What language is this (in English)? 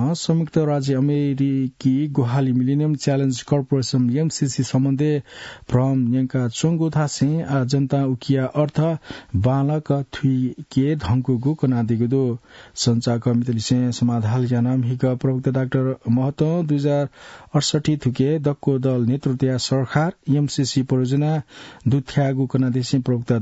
Newari